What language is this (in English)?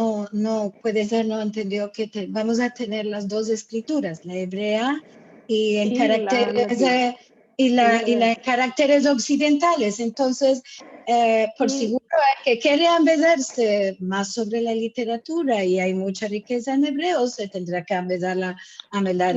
Ladino